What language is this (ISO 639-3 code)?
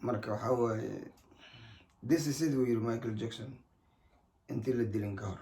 som